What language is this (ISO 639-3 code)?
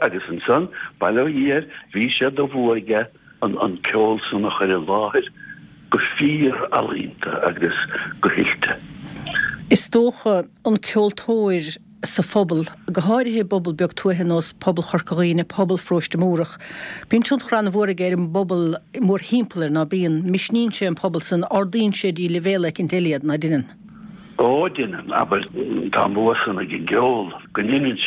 gle